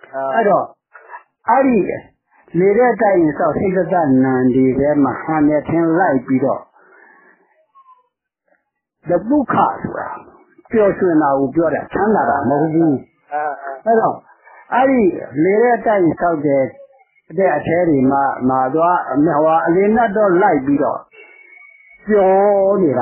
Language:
Burmese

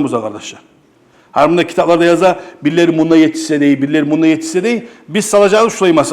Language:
Kumyk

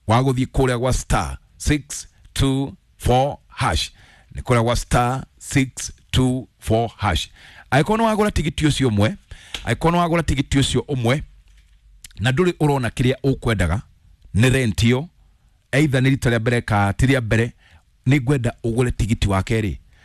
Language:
Kikuyu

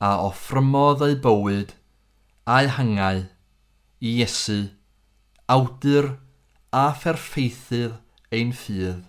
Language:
Welsh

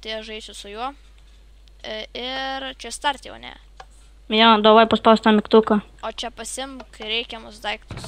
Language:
Lithuanian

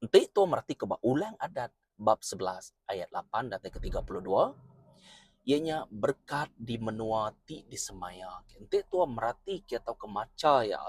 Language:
Iban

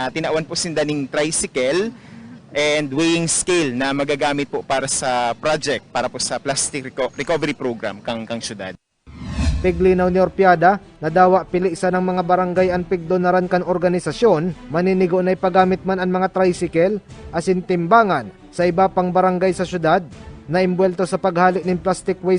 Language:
Bikol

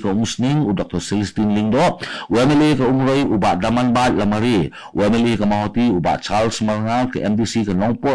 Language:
Khasi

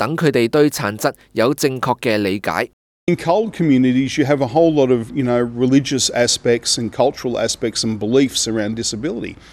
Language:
Cantonese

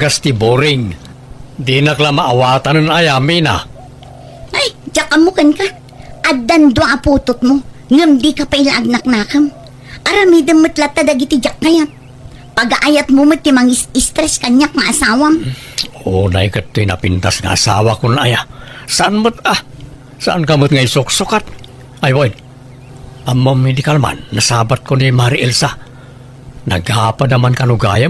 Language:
Iloko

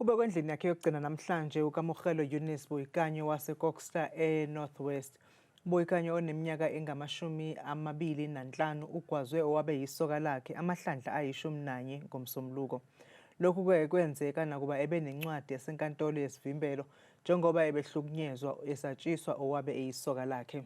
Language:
Zulu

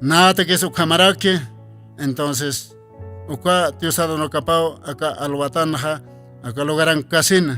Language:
Aymara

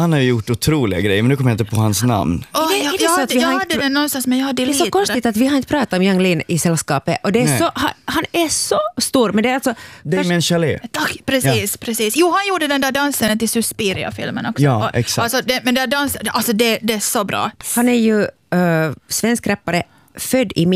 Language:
Swedish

